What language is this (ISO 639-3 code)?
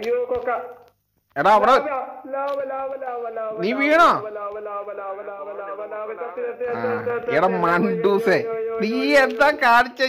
mal